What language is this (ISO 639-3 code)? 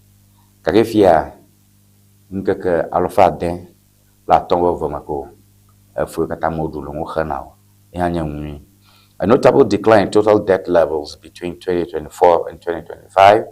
ewe